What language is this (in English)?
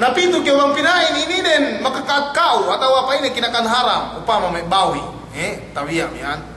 Yakan